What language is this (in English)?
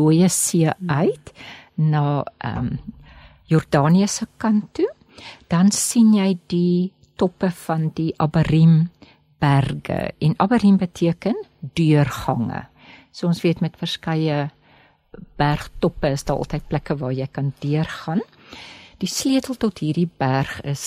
Afrikaans